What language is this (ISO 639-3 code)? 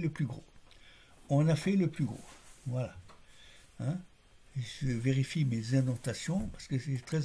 fra